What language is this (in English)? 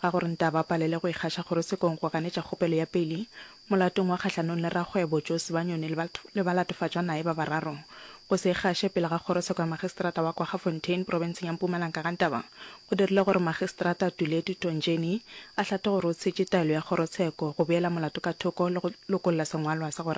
Northern Sotho